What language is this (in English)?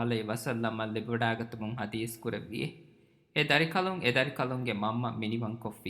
Divehi